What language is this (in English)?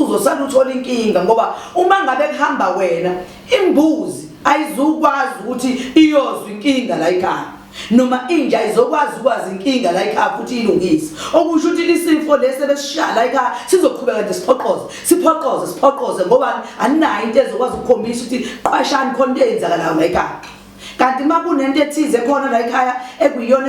Zulu